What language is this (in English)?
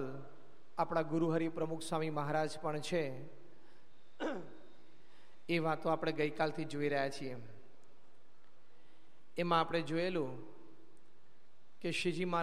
Gujarati